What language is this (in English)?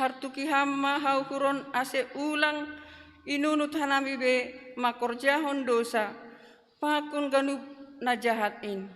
Batak Simalungun